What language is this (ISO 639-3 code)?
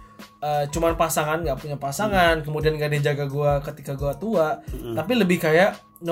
ind